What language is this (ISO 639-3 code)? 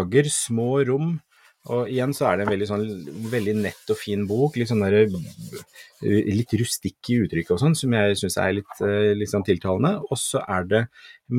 nor